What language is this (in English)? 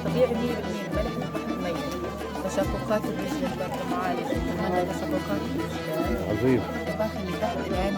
North Levantine Arabic